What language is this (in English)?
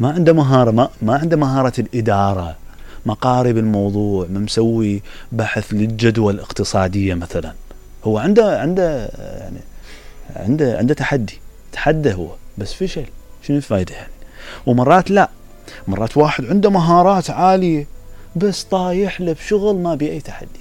Mesopotamian Arabic